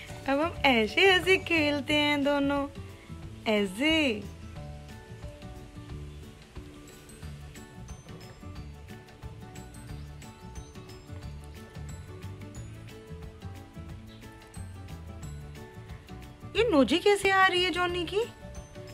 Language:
Hindi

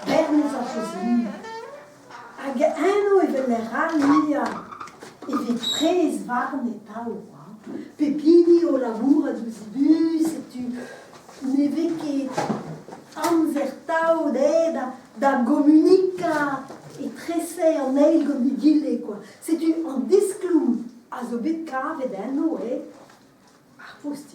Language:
Breton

